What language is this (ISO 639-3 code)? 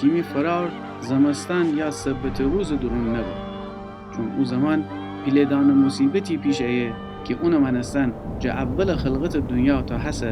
glk